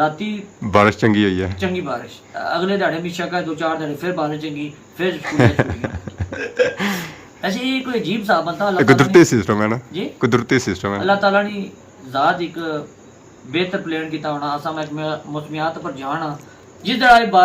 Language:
Pahari-Potwari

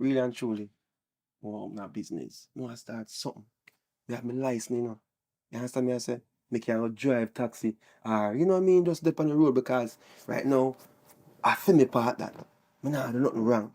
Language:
Jamaican Creole English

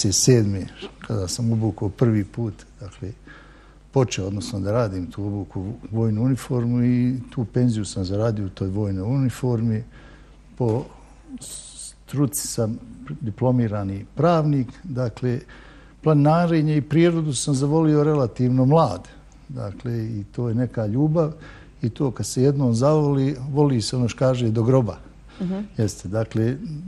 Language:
Bosnian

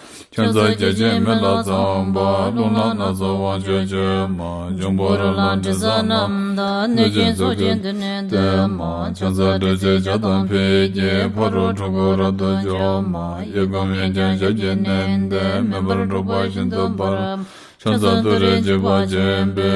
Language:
Tibetan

